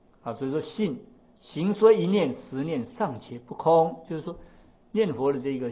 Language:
Chinese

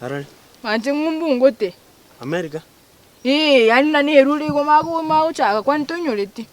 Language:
Gusii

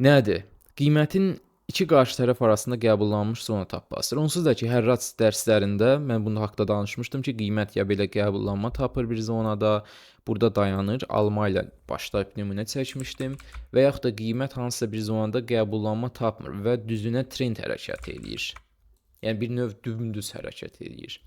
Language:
Azerbaijani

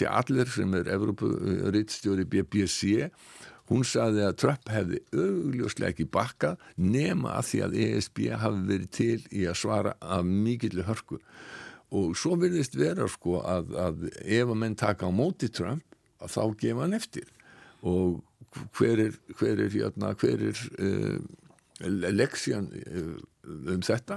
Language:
Icelandic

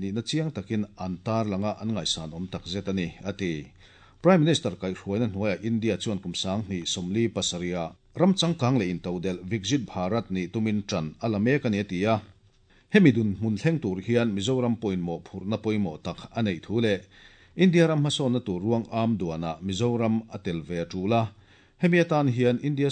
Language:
Mizo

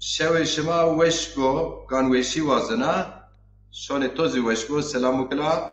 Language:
Zaza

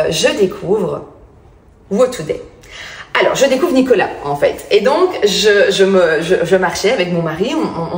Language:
French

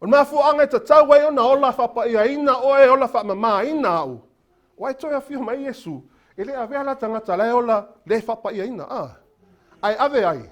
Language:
Samoan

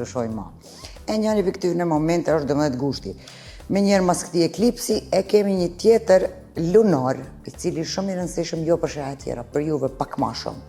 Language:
Albanian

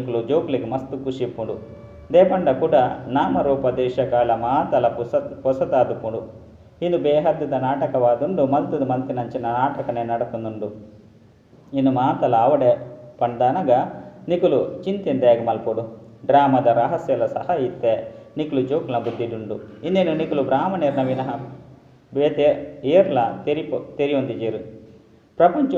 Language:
Tulu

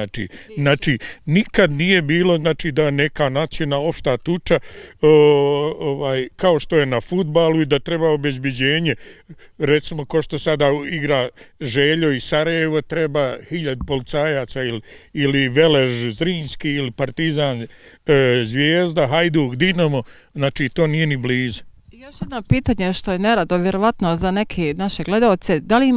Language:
Bosnian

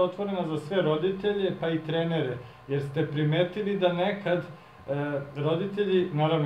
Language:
Serbian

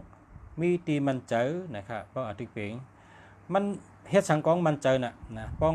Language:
Shan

